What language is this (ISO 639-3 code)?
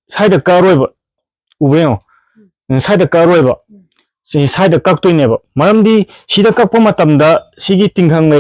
mni